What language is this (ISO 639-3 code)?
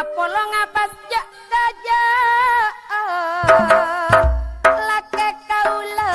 mad